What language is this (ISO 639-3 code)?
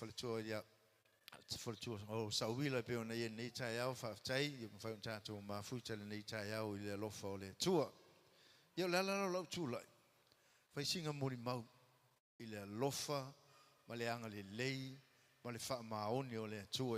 smo